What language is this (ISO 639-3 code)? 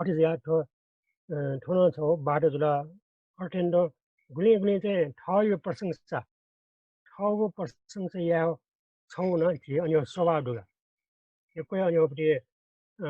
new